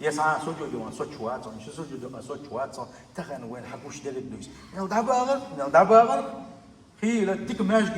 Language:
Chechen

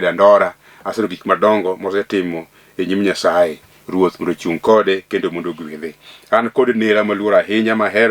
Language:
Luo (Kenya and Tanzania)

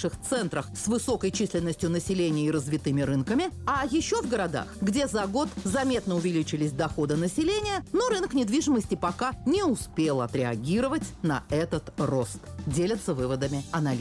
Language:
Russian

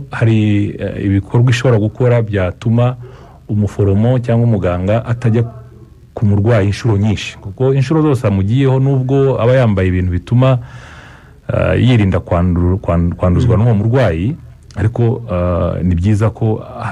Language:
Kinyarwanda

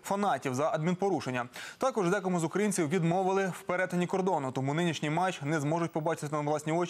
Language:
Ukrainian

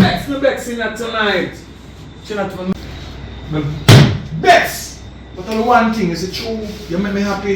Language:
Jamaican Creole English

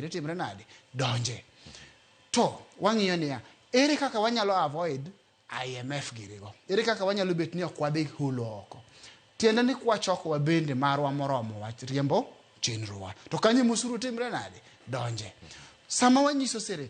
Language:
Luo (Kenya and Tanzania)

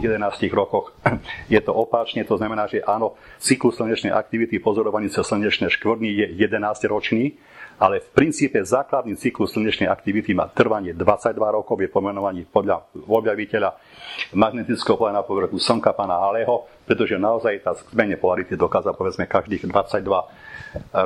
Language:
Slovak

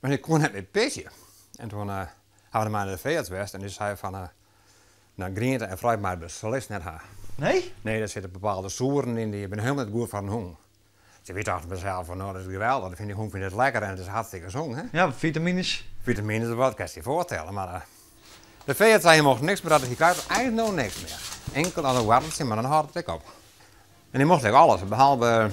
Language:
Western Frisian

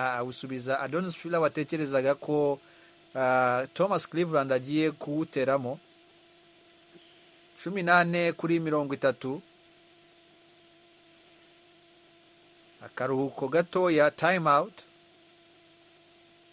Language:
Kinyarwanda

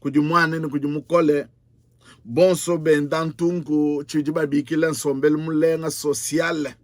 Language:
Luba-Lulua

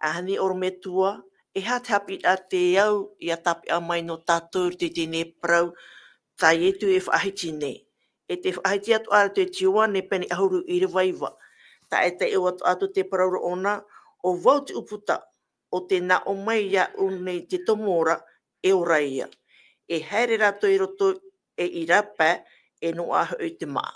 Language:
Tahitian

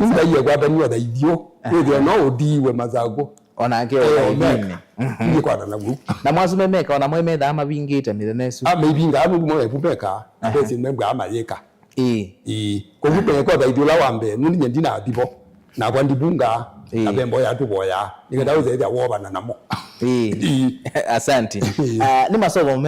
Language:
Kamba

